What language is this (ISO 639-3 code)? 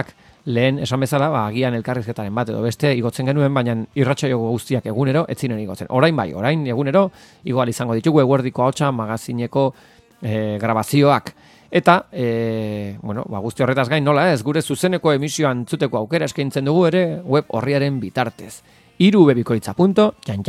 eus